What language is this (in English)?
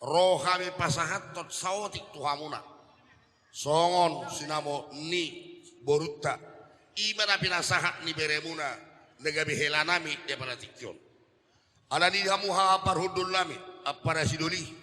Batak Toba